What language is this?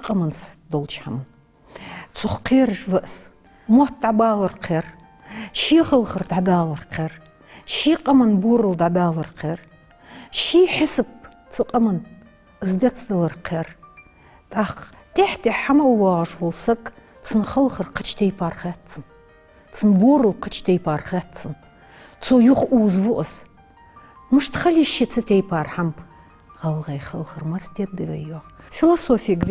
Ingush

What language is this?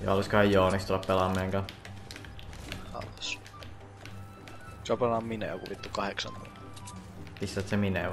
Finnish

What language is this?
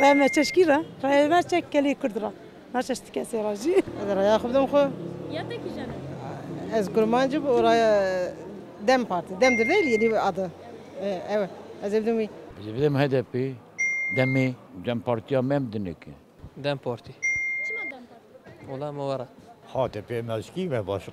Kurdish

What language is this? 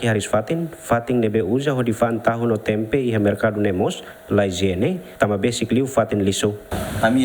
Tetum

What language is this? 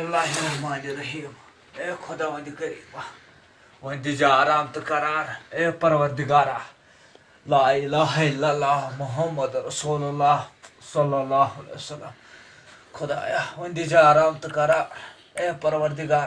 Kashmiri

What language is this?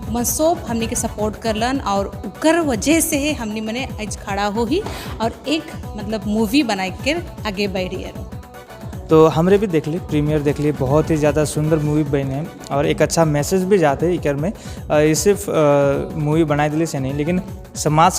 Sadri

